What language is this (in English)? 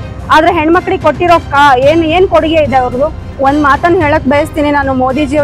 Kannada